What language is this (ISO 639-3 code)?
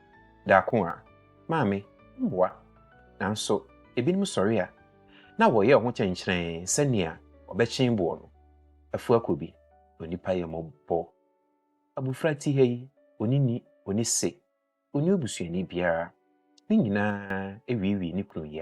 aka